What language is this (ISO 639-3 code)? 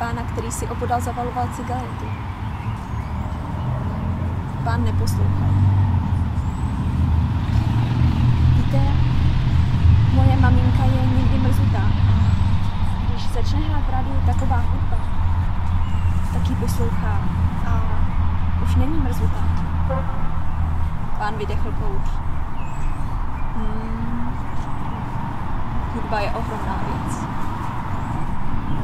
ces